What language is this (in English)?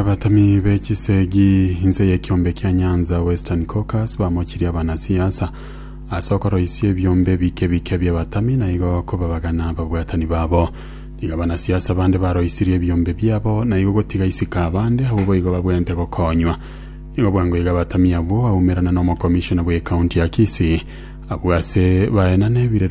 Gusii